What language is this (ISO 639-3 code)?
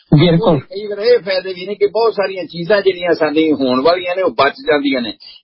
pan